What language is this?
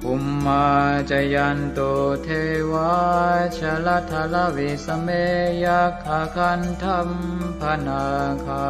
Pali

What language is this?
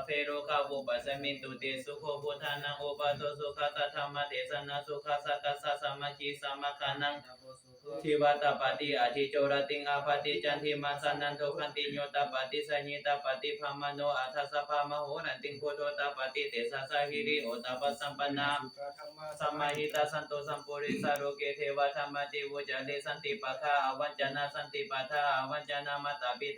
Pali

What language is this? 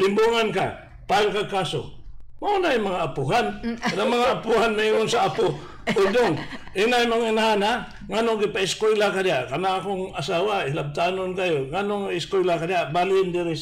Cebuano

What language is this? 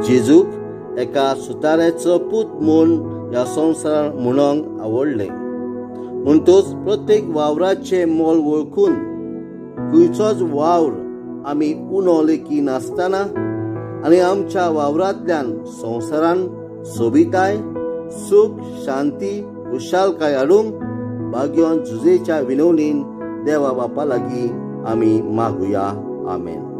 Konkani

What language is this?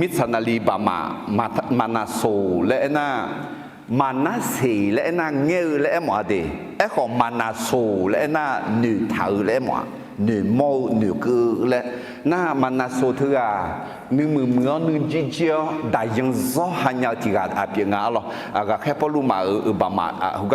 Akha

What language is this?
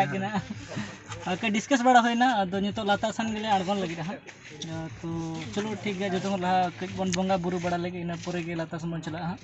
Santali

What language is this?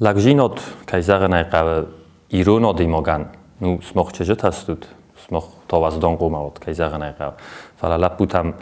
Ossetic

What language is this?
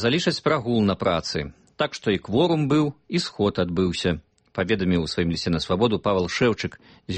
Belarusian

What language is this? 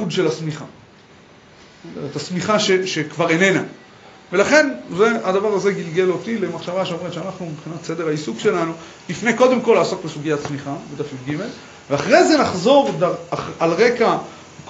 Hebrew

